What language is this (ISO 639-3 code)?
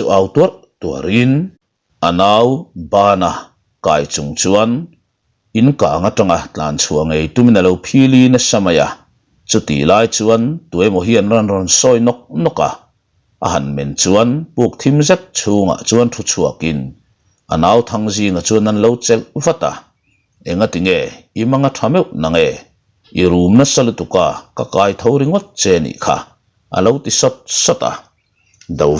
lus